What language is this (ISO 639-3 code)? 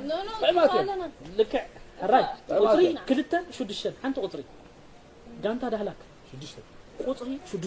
tir